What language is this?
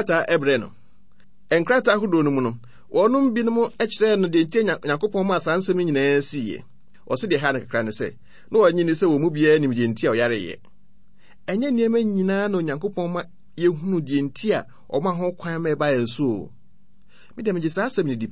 Akan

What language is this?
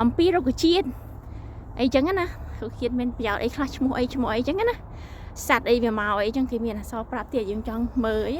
Khmer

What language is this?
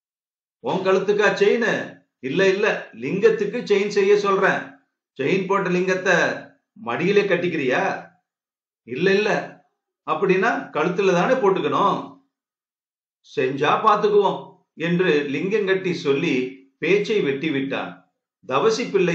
Tamil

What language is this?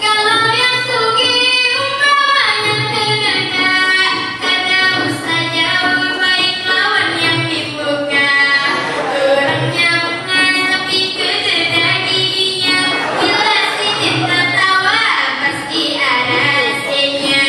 Banjar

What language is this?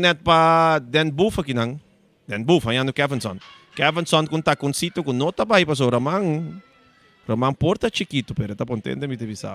Papiamento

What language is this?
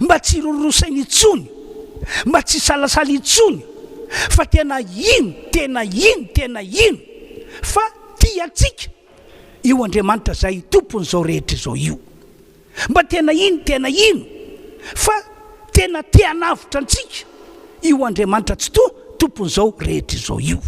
Malagasy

